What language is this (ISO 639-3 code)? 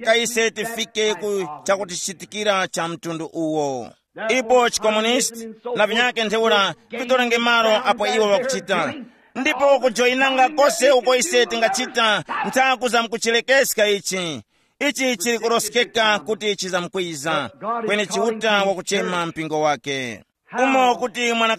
tum